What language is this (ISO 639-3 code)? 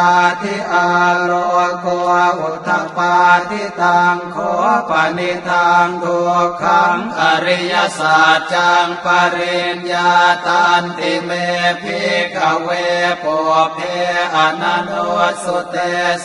pli